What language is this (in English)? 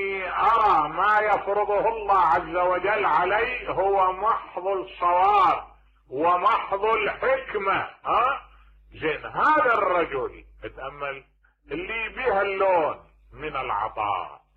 Mesopotamian Arabic